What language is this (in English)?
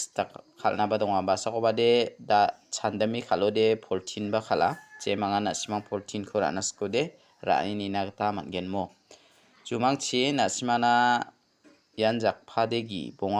Garo